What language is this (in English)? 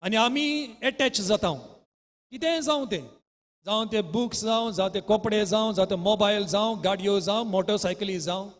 Konkani